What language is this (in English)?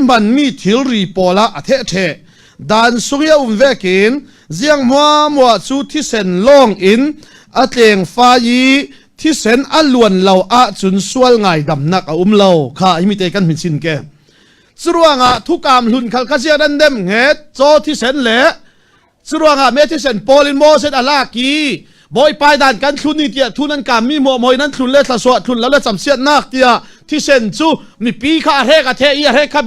Falam Chin